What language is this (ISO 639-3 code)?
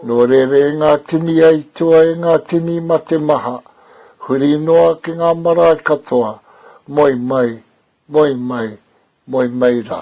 mri